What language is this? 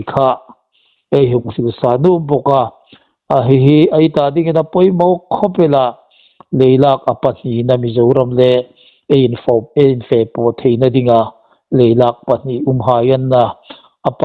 Hmar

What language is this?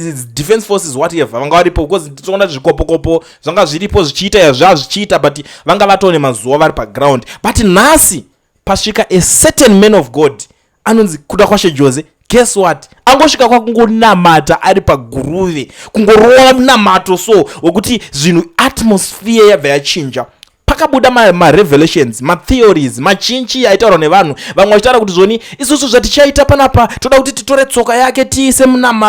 Shona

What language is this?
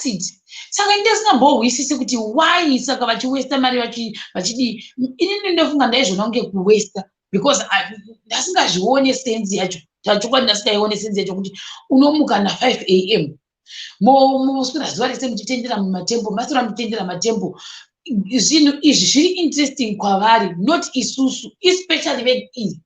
Shona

